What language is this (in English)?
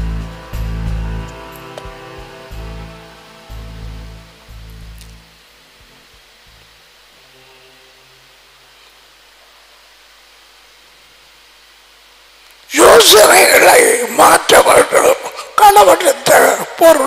Tamil